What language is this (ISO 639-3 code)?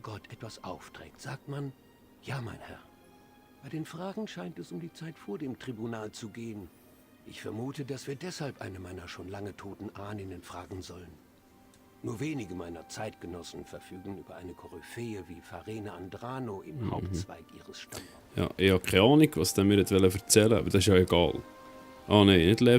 gsw